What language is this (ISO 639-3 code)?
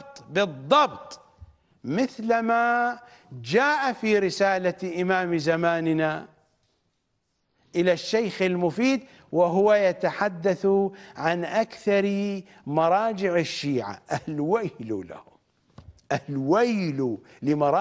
ara